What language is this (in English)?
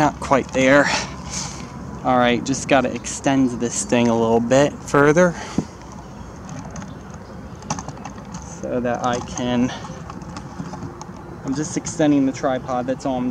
English